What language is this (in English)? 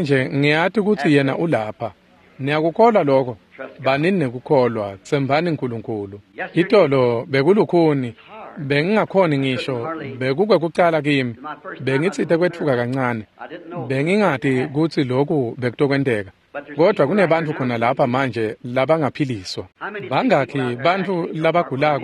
Swati